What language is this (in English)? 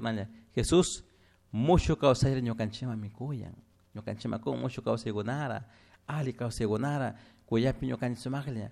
Chimborazo Highland Quichua